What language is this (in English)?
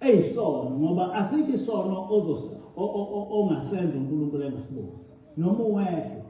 Zulu